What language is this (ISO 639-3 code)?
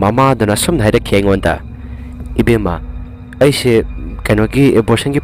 mni